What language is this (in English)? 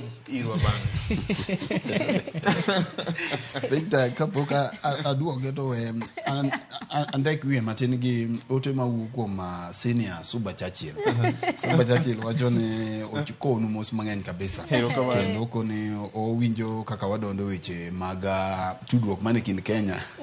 Luo (Kenya and Tanzania)